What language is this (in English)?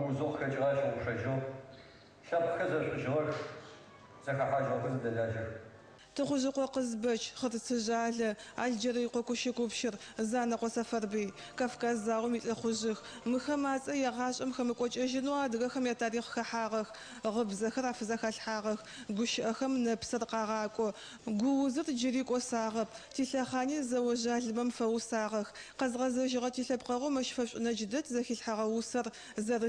Adyghe